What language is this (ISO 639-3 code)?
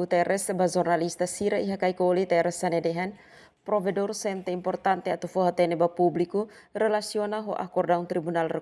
tet